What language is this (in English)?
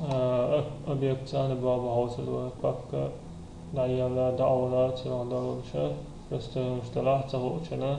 Chechen